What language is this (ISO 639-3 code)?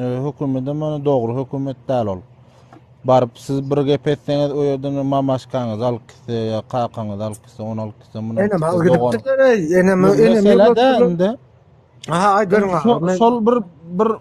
tuk